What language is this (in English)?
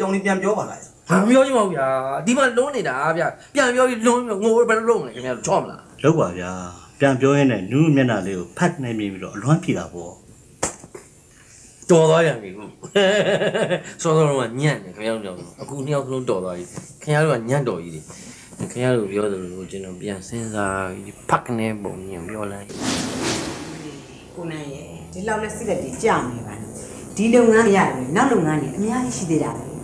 Burmese